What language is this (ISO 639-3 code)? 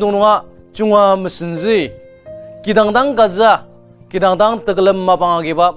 njo